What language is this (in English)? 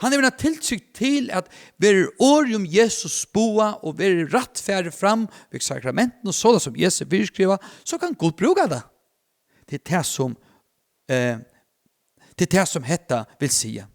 Faroese